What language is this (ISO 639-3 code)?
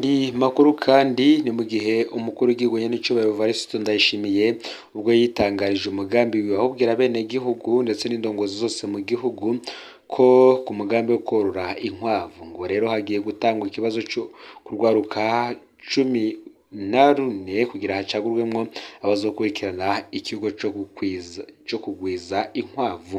run